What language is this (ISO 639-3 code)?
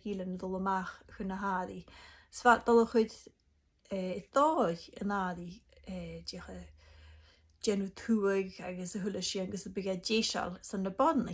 gla